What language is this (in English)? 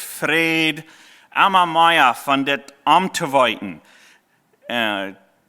Plautdietsch